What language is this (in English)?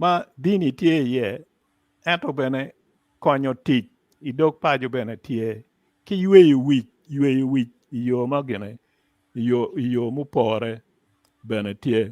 Acoli